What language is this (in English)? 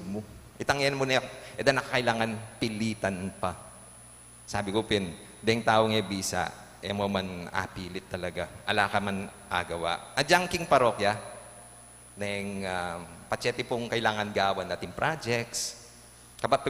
Pampanga